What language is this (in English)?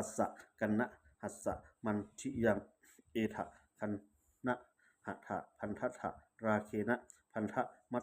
Pali